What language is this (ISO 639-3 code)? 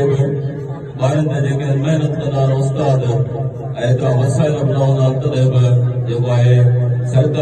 snd